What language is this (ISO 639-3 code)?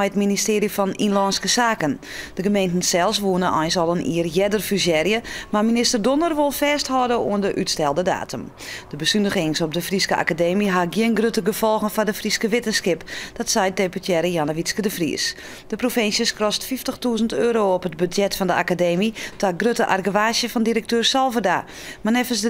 fry